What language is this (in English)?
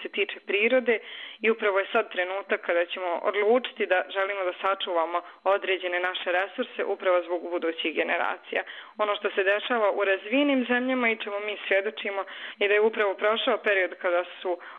Bosnian